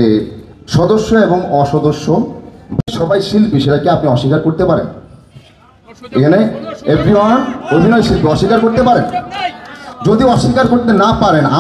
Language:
Bangla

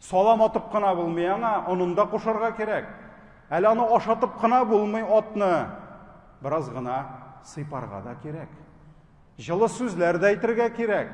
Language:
Tatar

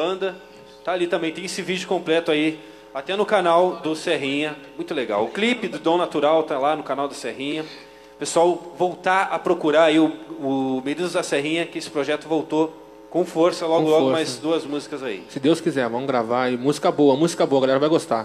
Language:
Portuguese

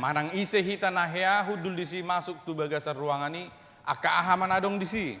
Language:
Batak Toba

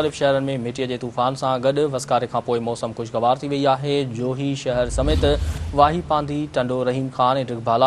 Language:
Sindhi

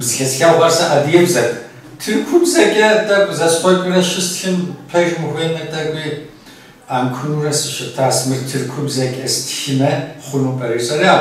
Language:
Kabardian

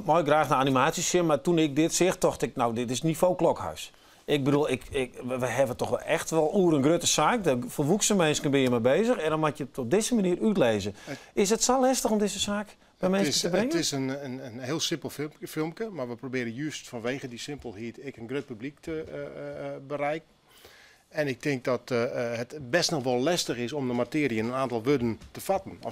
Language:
Western Frisian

